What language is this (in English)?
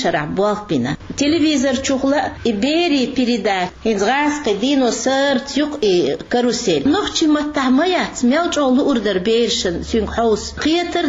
Chechen